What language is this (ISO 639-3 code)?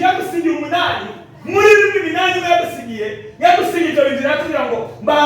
kin